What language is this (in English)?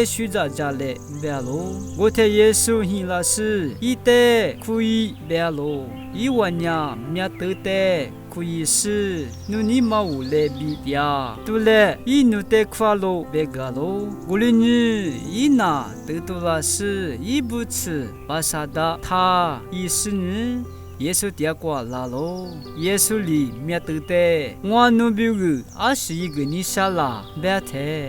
Lisu